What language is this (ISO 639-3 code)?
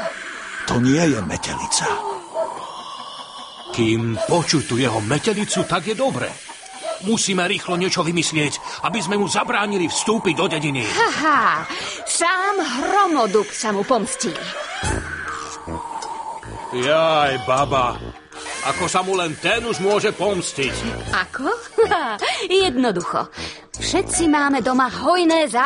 slk